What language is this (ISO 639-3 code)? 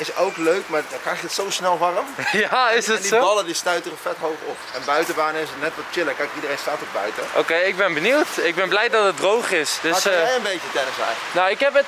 nld